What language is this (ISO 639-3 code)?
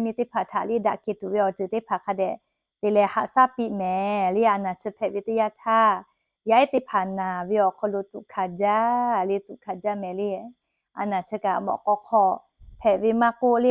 lhu